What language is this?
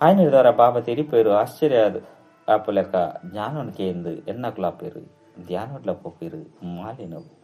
Tulu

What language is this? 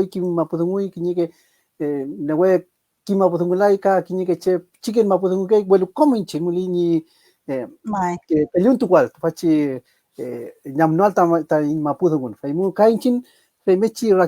Mapuche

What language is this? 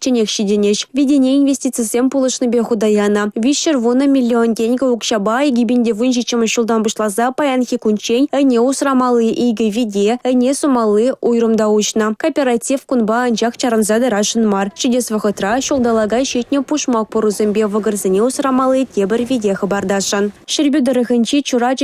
Chuvash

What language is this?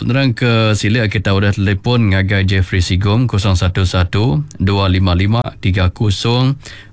Iban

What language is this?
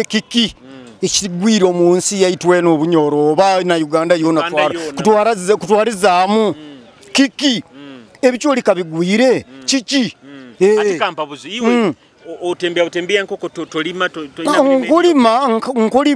Nyoro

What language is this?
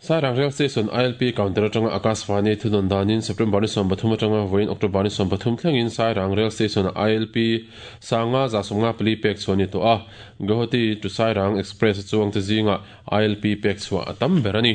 Mizo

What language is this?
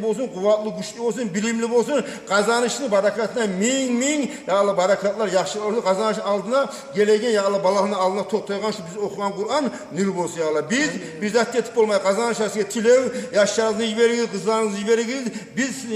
Kumyk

